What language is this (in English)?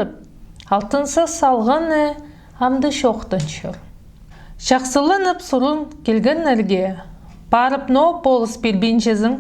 Khakas